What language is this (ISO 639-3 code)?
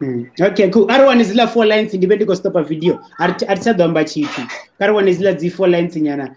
ven